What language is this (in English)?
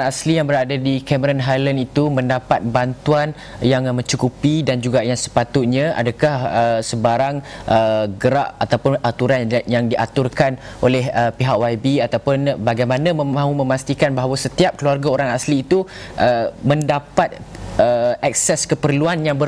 Malay